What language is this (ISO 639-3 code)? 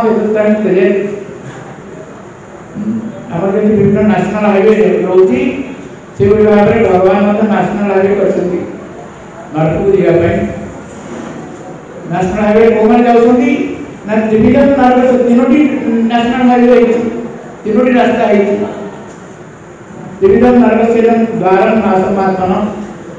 ori